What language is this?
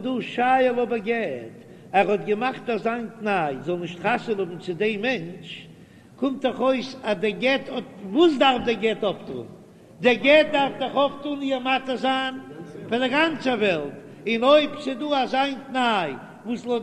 Yiddish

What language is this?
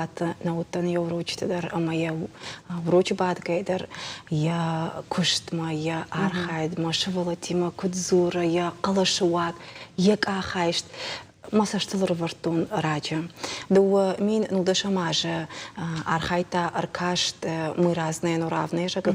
Ossetic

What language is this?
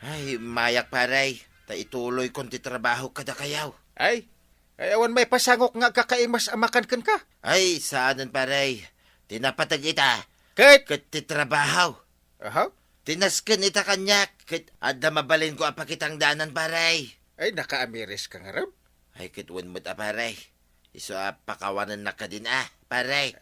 Iloko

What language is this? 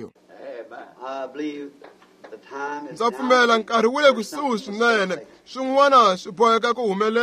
Tsonga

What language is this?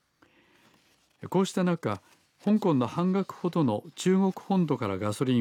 Japanese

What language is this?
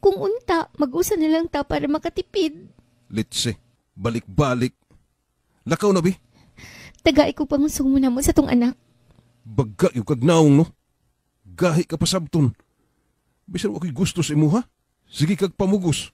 Cebuano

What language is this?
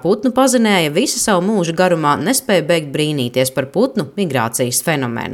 Latvian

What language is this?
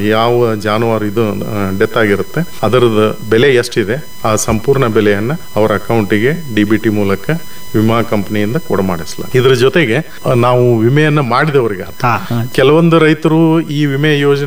Kannada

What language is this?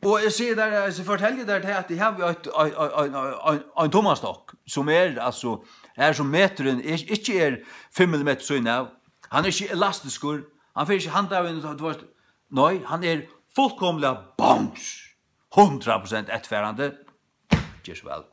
Faroese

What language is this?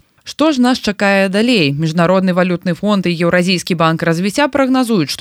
Belarusian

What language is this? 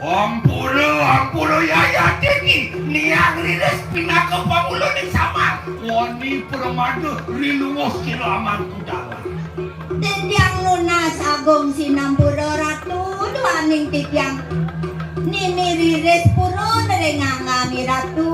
Balinese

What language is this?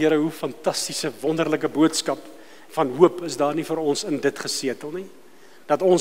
Afrikaans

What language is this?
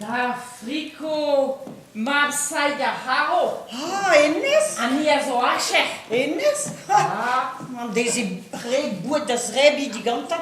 Breton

